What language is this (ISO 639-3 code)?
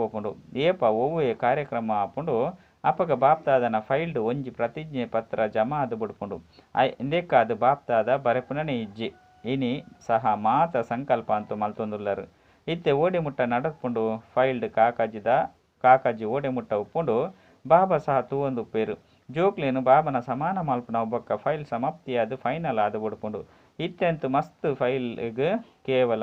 tcy